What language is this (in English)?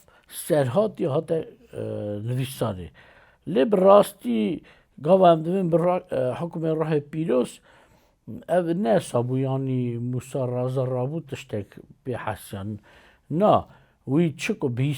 Kurdish